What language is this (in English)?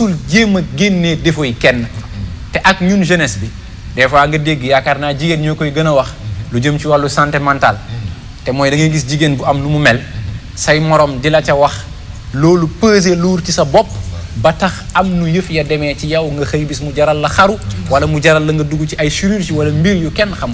Wolof